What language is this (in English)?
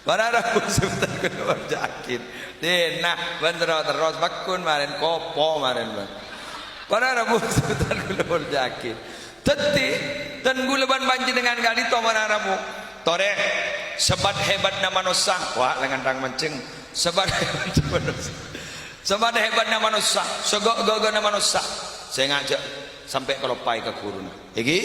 Madurese